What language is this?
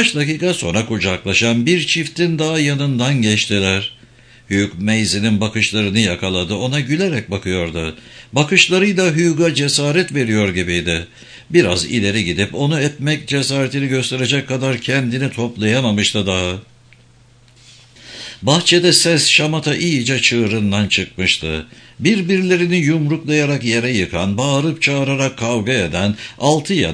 Turkish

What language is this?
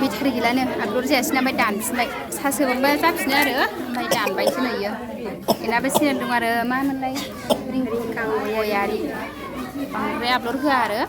Bodo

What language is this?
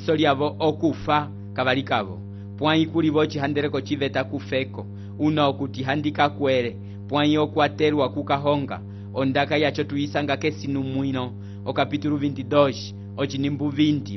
Umbundu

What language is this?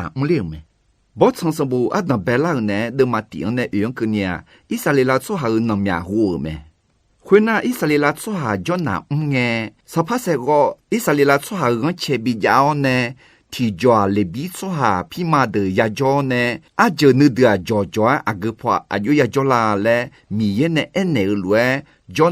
Akha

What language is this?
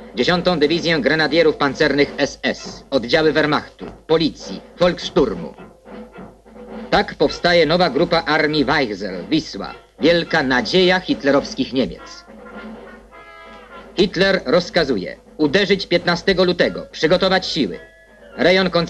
Polish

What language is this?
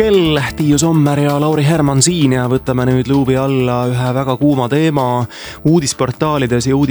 Estonian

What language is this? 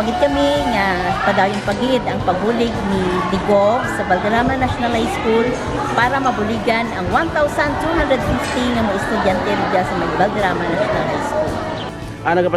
Kinaray-a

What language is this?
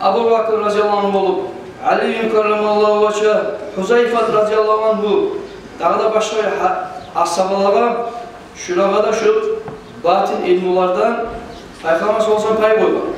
Kumyk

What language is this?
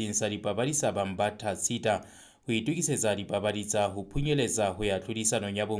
Southern Sotho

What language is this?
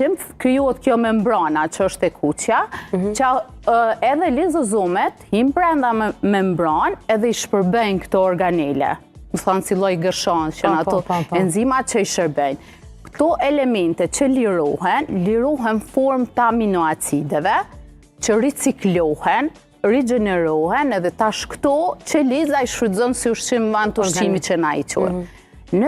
Albanian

